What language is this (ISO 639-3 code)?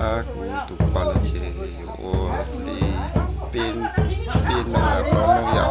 hmn